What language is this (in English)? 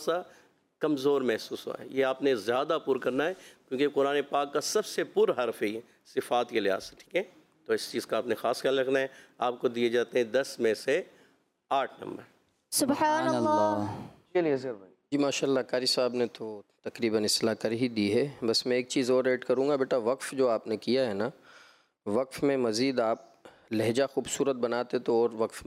Urdu